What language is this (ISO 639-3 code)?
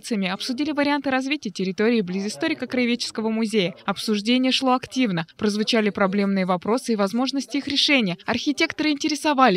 rus